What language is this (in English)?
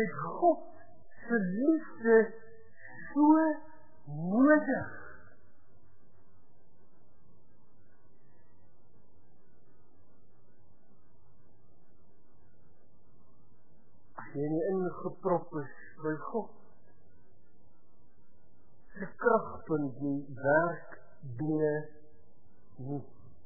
Afrikaans